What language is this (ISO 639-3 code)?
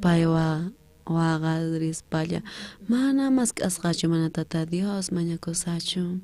quh